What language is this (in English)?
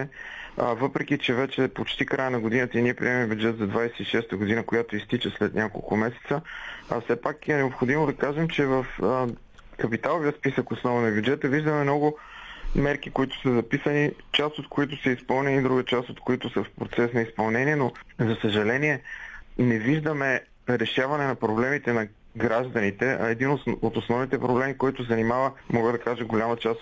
Bulgarian